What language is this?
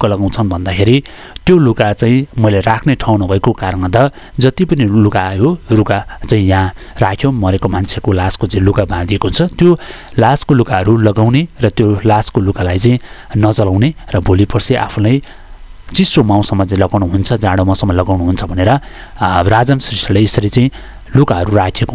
Nepali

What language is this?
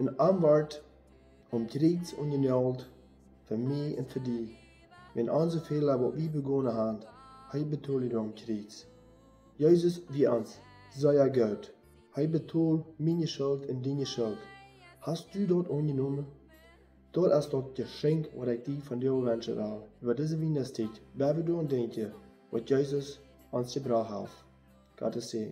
Plautdietsch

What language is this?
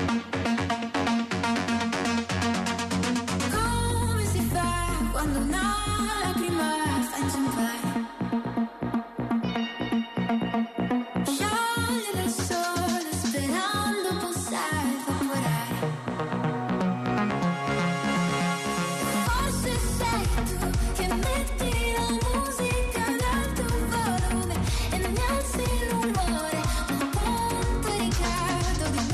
Italian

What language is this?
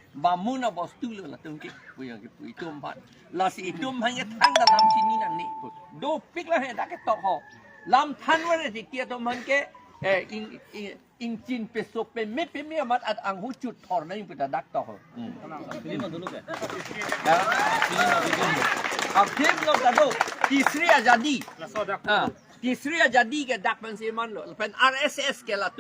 Karbi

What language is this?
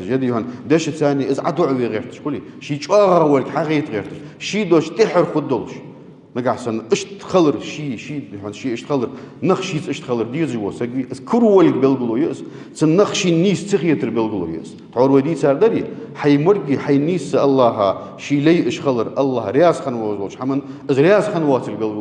Ingush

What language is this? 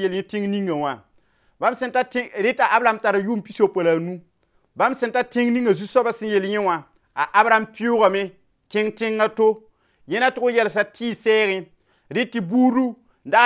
Mossi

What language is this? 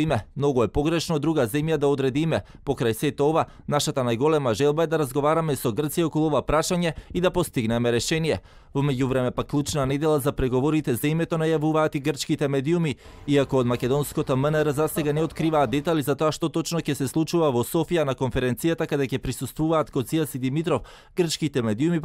Macedonian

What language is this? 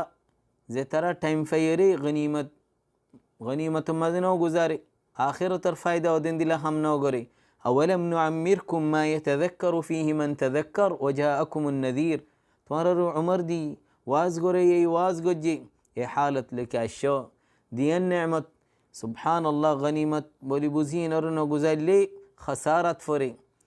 Rohingya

